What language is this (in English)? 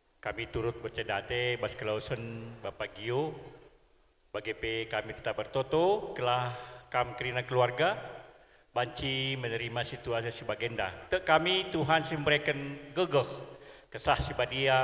Batak Karo